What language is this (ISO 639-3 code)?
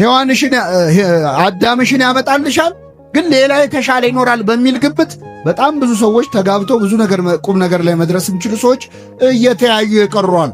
amh